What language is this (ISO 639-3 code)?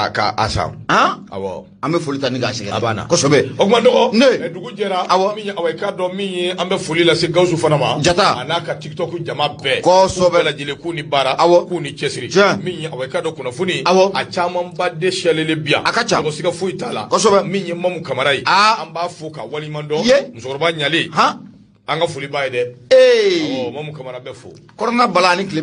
bam